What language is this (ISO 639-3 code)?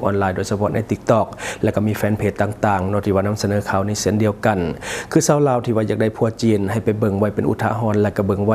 lao